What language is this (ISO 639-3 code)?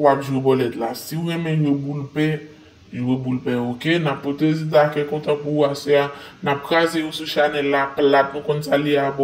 hat